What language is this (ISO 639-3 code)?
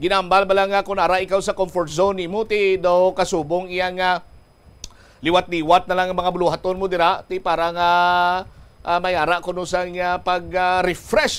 hil